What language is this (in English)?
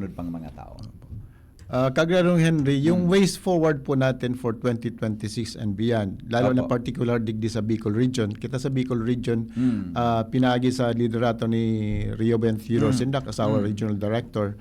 Bikol